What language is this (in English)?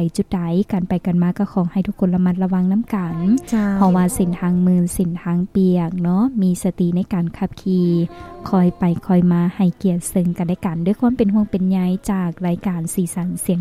Lao